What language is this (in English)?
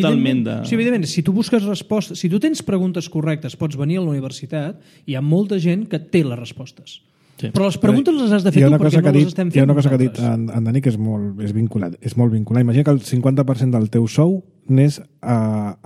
Catalan